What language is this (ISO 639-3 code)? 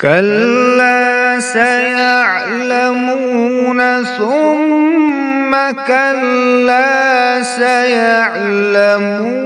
kas